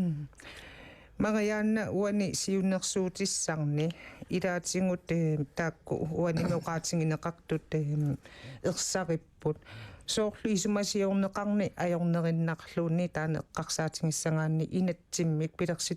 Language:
Kalaallisut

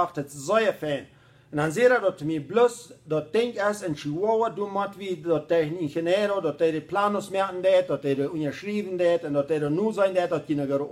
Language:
Plautdietsch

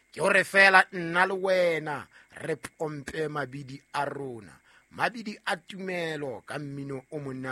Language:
Southern Sotho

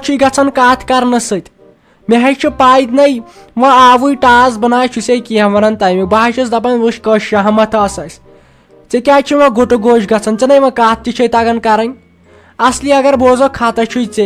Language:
Kashmiri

